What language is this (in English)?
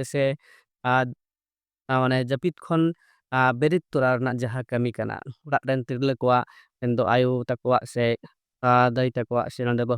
Santali